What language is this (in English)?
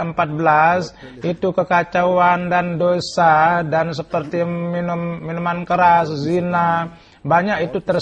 Indonesian